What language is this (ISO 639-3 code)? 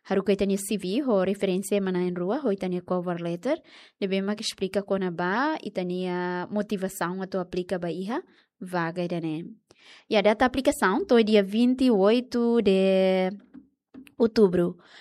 tet